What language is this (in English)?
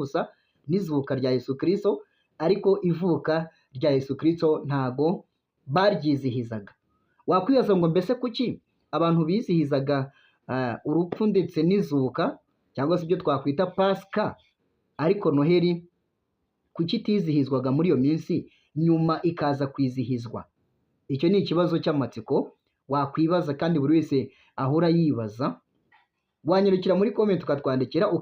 Kinyarwanda